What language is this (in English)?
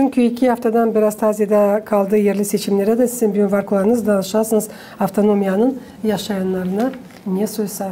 Gagauz